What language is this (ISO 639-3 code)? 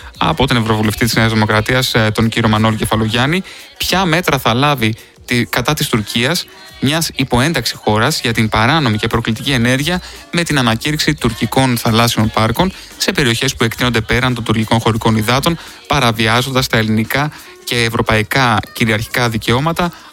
ell